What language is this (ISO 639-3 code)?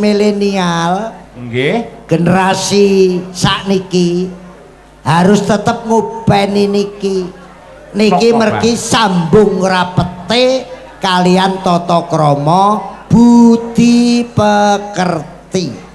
jav